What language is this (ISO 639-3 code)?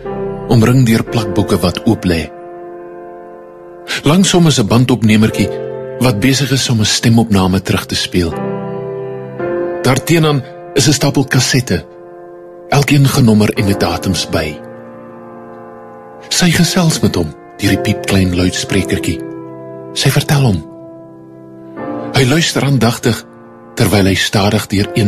afr